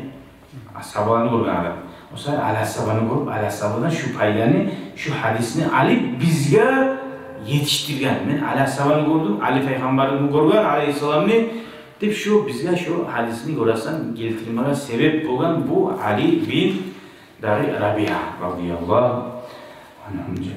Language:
Kumyk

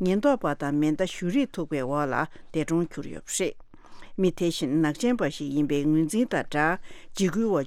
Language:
Tibetan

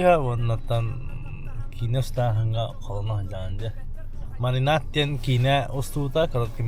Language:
Yakut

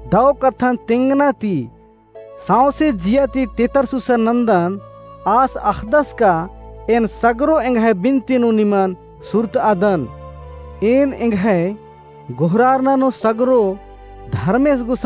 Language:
Kurukh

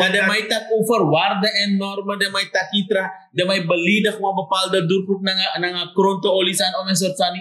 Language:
Sranan Tongo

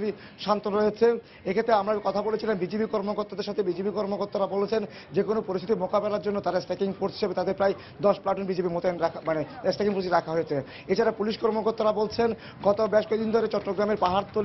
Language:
Bangla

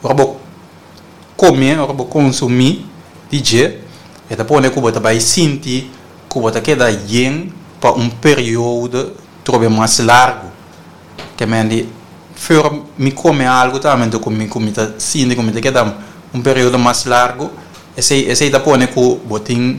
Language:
Papiamento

